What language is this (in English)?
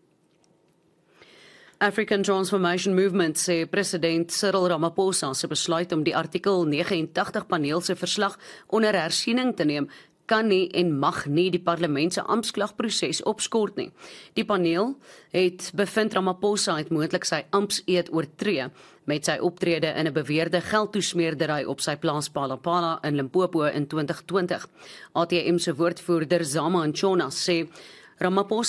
Afrikaans